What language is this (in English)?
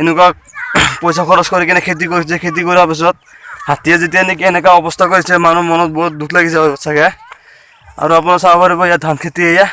Assamese